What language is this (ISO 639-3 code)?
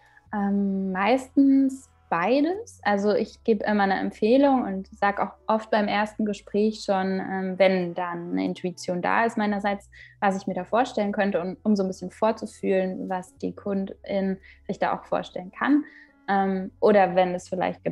deu